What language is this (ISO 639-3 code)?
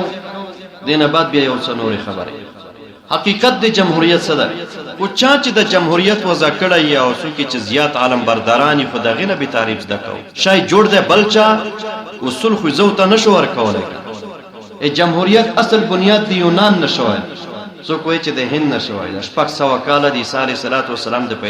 pus